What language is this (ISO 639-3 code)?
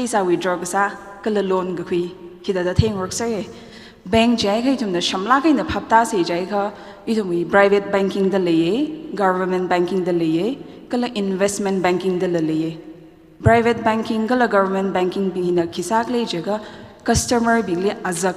nmf